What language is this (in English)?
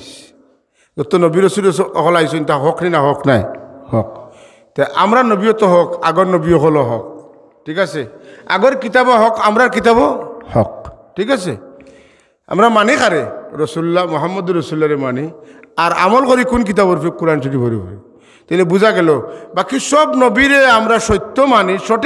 Sylheti